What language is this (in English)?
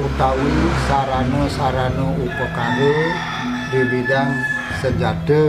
Balinese